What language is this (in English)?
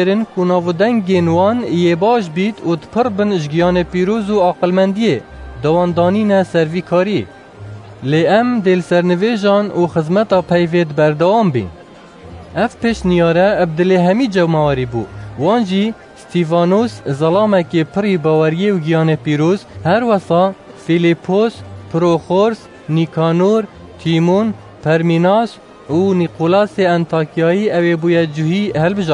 Kurdish